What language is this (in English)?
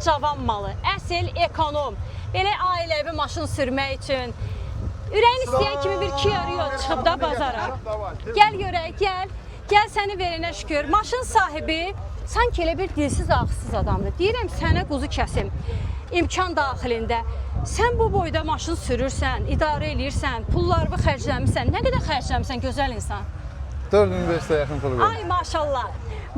Azerbaijani